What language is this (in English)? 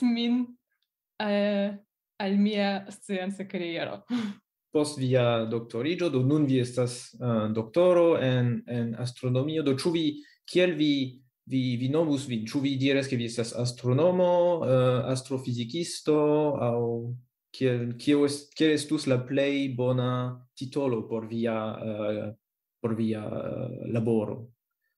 Esperanto